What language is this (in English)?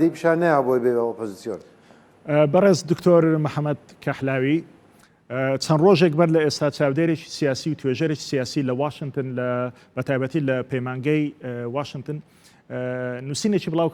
Central Kurdish